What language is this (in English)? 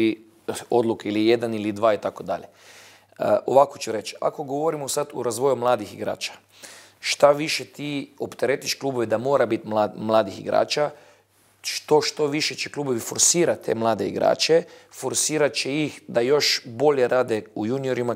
Bosnian